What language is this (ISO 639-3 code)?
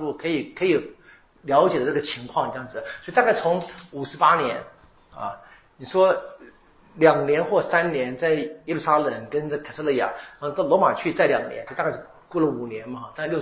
zho